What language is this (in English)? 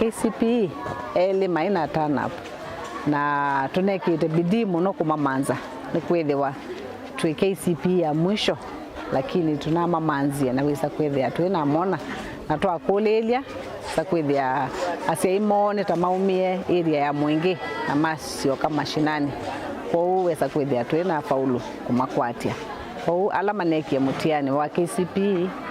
Kamba